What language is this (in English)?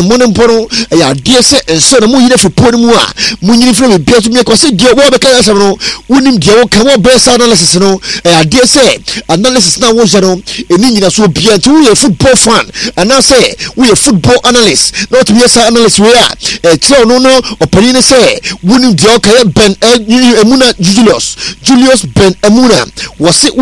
Akan